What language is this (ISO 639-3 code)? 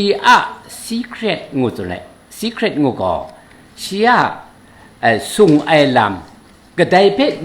kac